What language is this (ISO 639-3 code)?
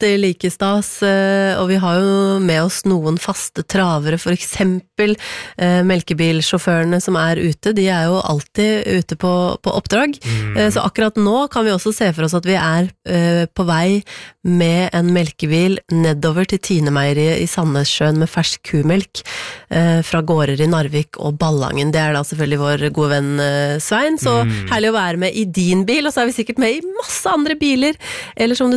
nor